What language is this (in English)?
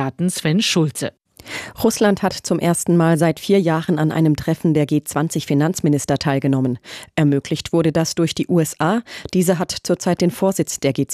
German